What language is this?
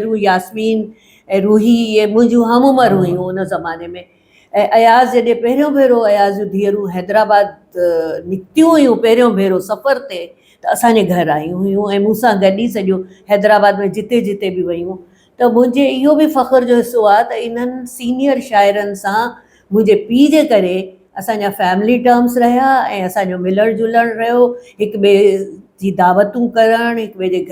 Sindhi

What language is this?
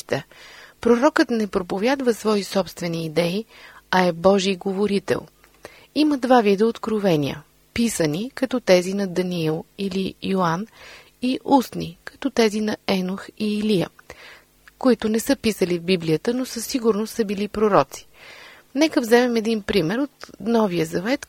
Bulgarian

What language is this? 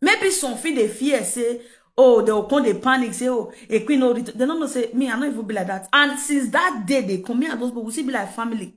Nigerian Pidgin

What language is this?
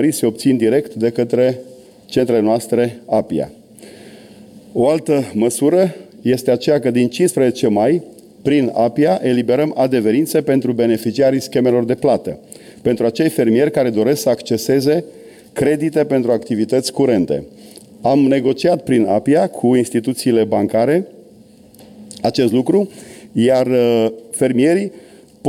Romanian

